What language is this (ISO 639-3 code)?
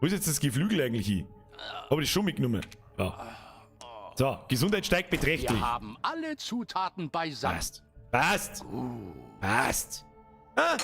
bar